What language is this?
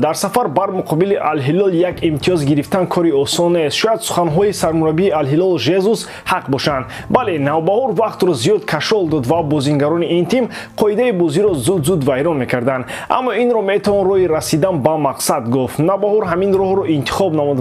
Tajik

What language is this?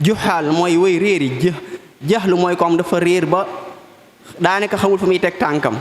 Wolof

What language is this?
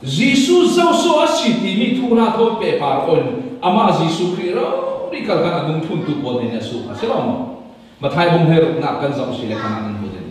Falam Chin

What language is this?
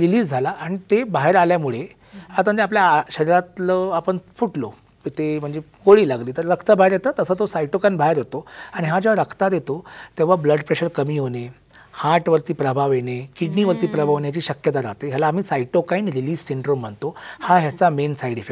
Marathi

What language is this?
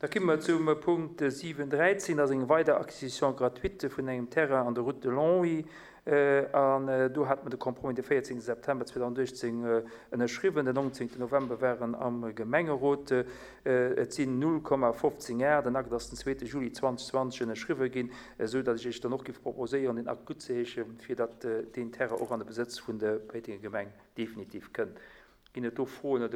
Luxembourgish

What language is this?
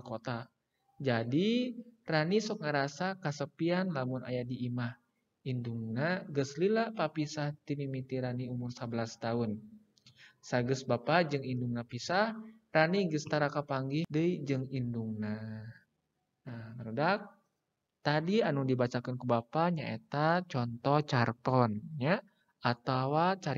Sundanese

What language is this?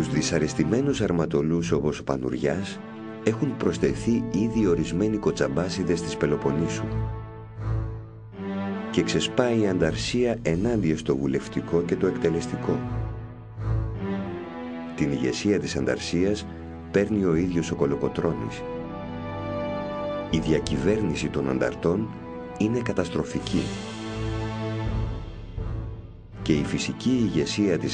Greek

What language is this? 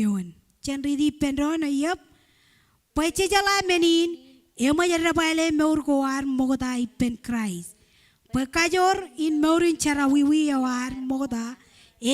Marshallese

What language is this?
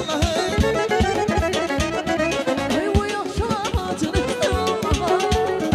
Azerbaijani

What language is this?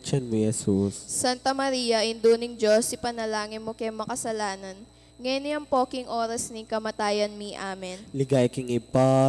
Pampanga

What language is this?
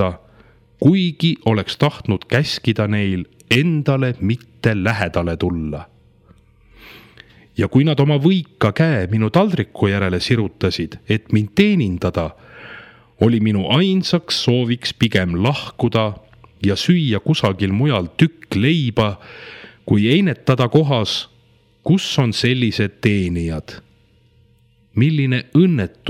Estonian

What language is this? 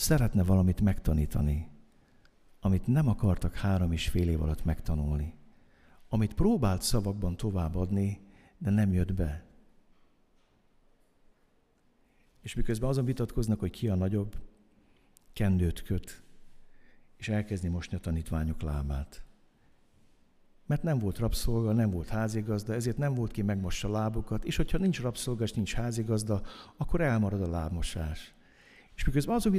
Hungarian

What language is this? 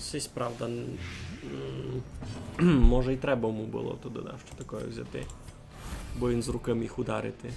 Rusyn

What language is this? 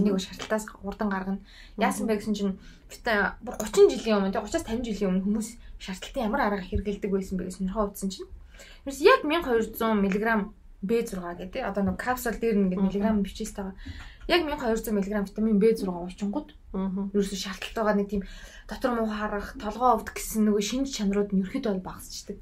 Mongolian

